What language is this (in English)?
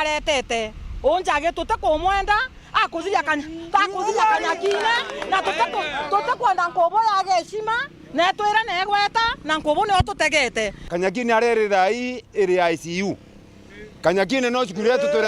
Meru